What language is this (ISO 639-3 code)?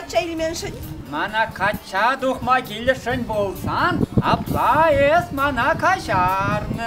chv